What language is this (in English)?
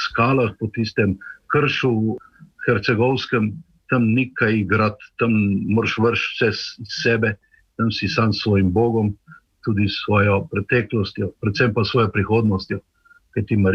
Slovenian